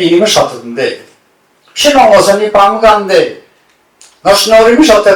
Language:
Tangkhul Naga (India)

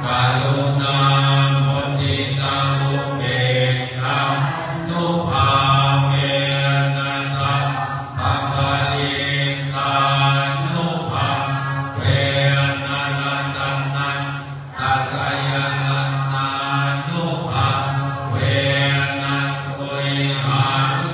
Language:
Pali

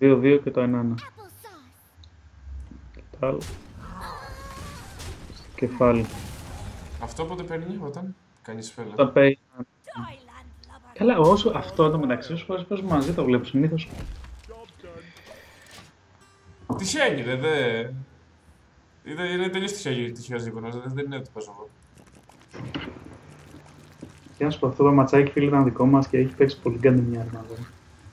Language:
Greek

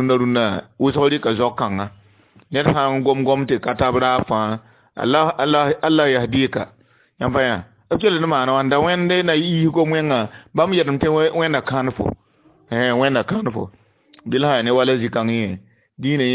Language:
Mossi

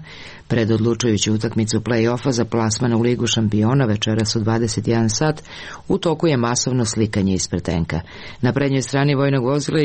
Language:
Serbian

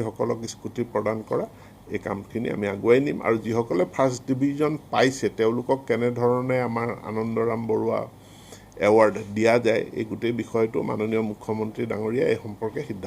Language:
Assamese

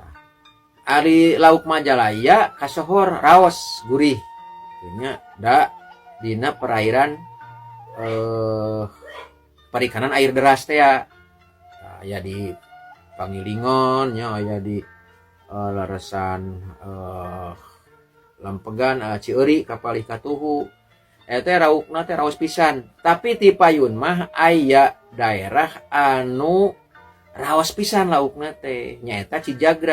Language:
Sundanese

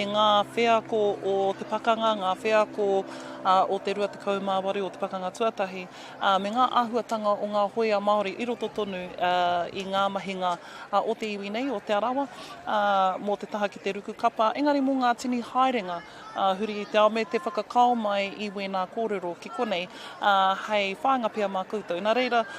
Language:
Māori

